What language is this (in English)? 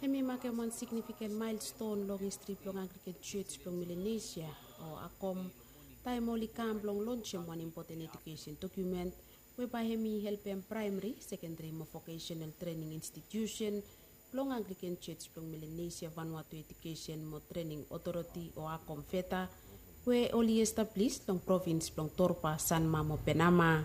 Bislama